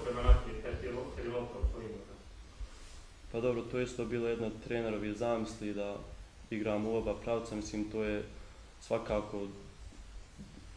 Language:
Bosnian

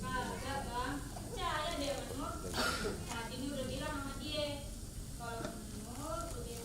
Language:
Betawi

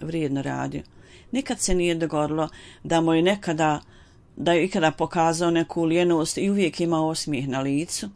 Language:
Bosnian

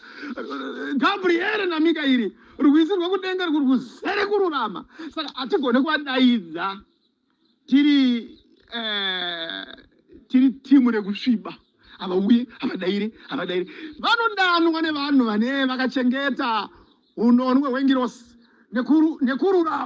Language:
Shona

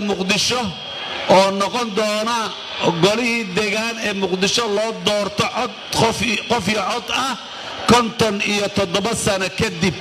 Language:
Somali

